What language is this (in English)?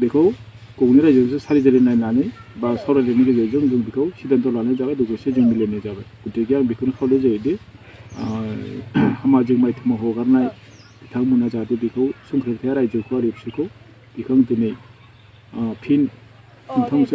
Bodo